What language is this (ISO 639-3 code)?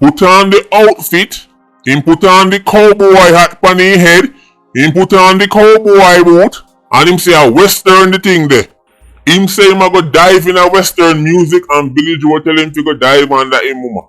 jam